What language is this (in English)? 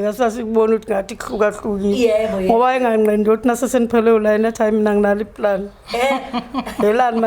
Zulu